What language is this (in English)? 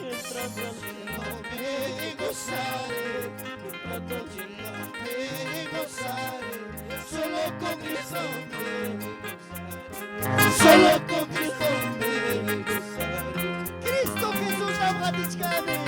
Ayacucho Quechua